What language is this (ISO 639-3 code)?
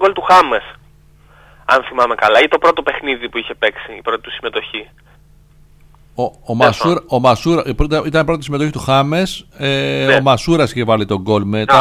ell